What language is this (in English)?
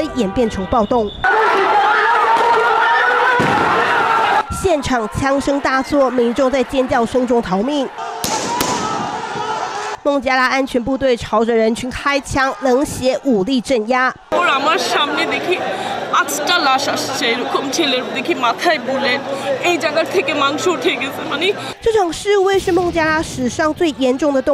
Chinese